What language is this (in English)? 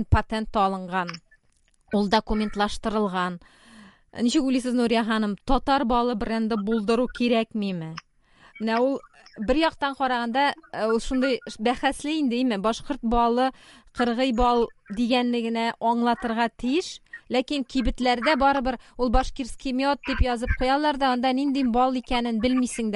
Tatar